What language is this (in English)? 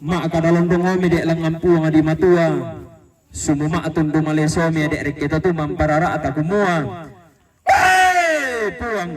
Toraja-Sa'dan